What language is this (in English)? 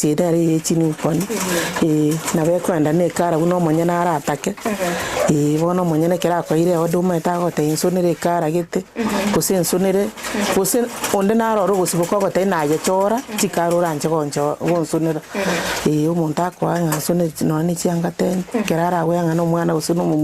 Gusii